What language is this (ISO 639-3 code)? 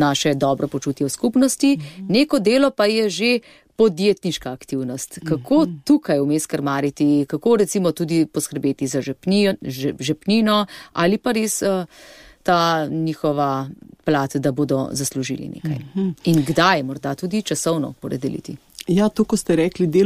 slv